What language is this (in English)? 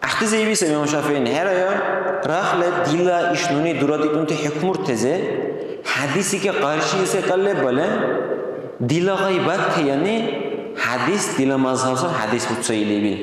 Dargwa